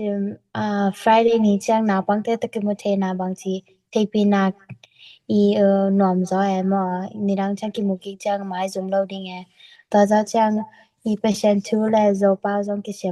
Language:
Tedim Chin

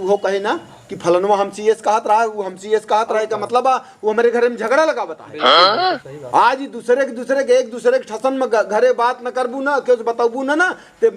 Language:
Awadhi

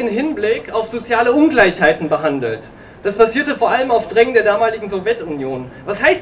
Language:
German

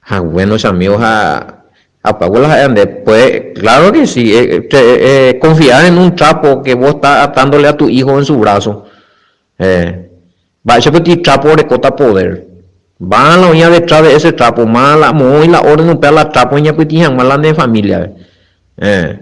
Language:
Guarani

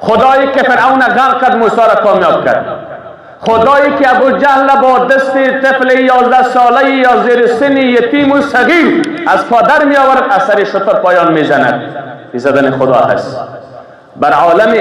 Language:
Persian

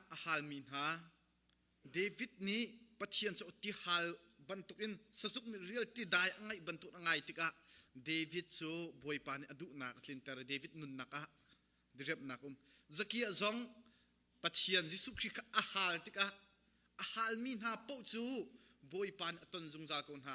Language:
Hakha Chin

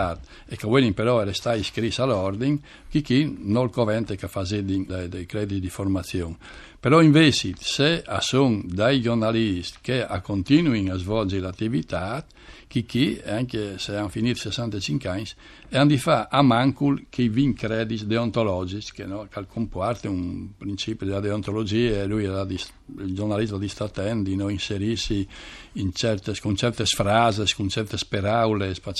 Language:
Friulian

